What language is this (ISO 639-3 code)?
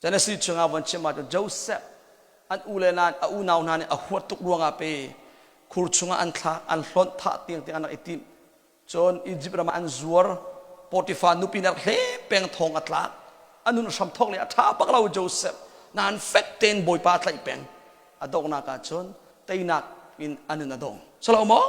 cnh